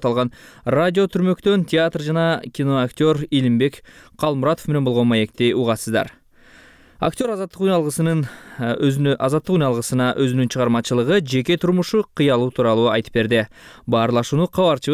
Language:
Kyrgyz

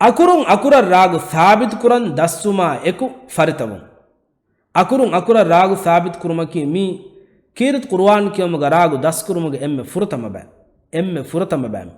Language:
Divehi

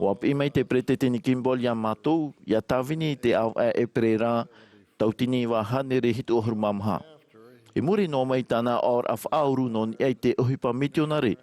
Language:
Tahitian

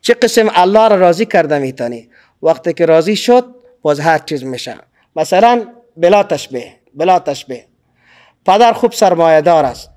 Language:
Persian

